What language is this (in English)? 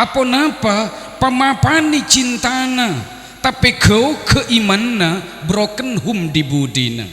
Madurese